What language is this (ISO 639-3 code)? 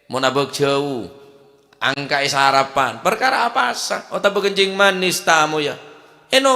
mad